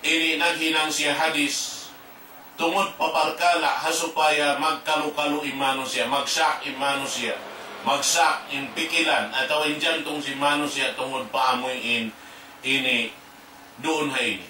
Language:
Tausug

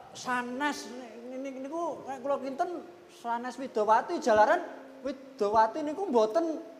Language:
Javanese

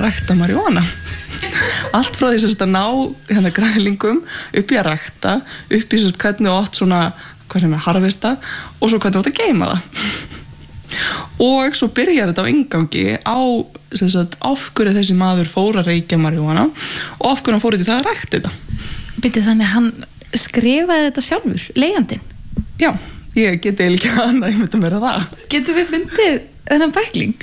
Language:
Icelandic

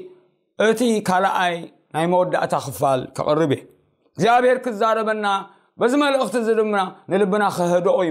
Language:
Tigrinya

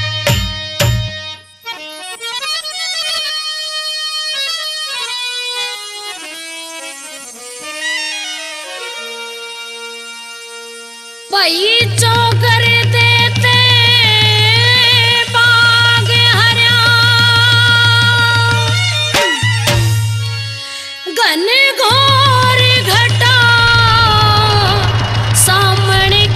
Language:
Haryanvi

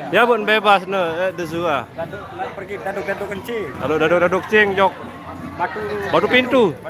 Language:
Sasak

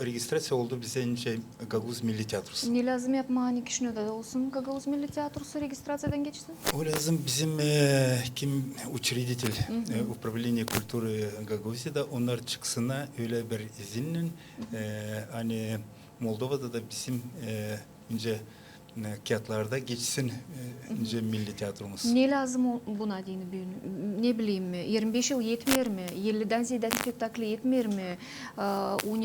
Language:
Gagauz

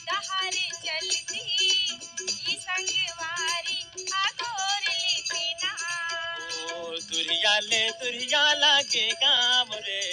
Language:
Chhattisgarhi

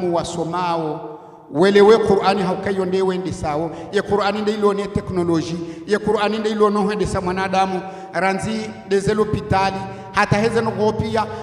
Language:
Ngazidja Comorian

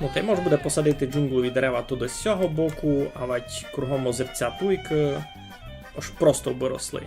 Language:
Rusyn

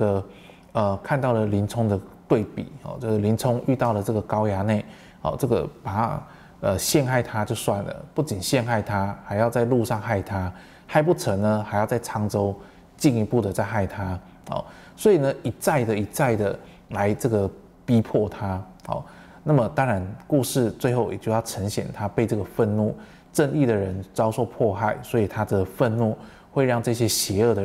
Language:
Chinese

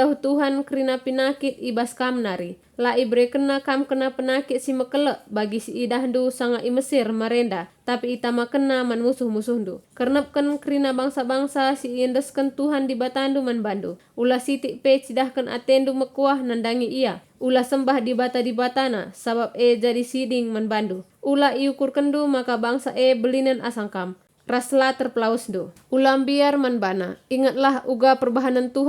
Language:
Batak Karo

